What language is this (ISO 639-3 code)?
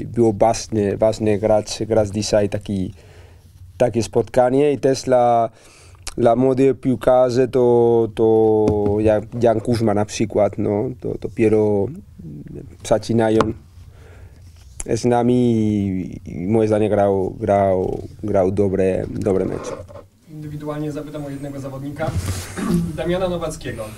pol